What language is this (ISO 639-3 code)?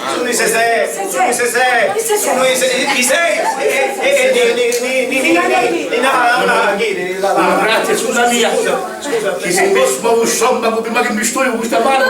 scn